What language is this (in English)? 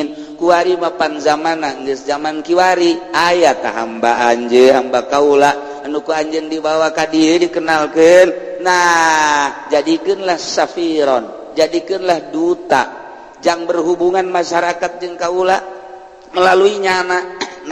Sundanese